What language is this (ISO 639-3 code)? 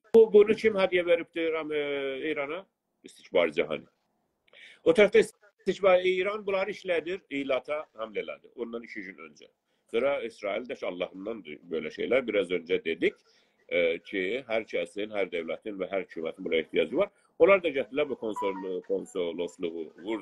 azb